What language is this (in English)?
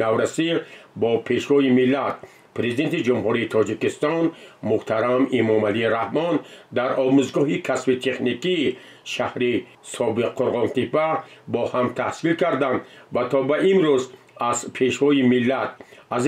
Tajik